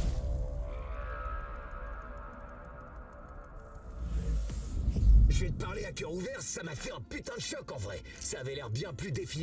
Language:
French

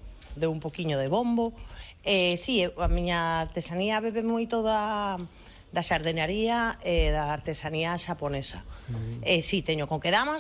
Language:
Galician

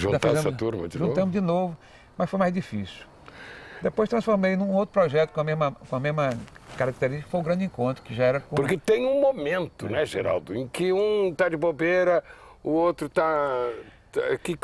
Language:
Portuguese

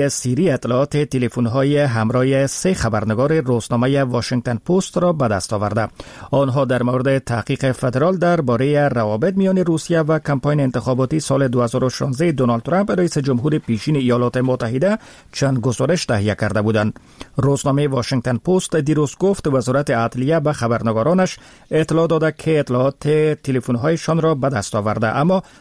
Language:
Persian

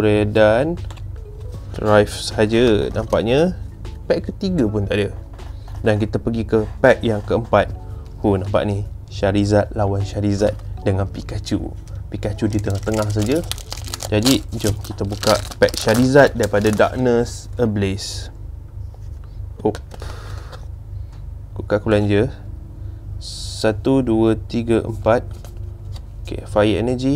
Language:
Malay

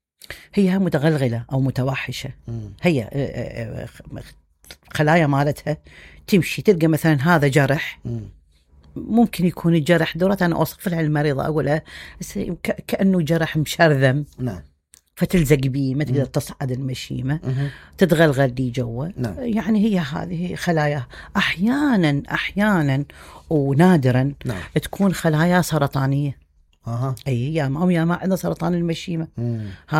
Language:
Mesopotamian Arabic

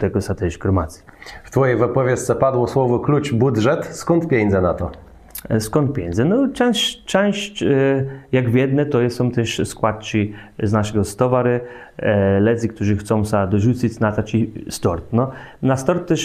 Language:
Kashubian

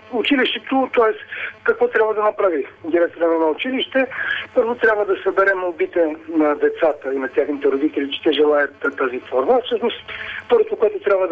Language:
Bulgarian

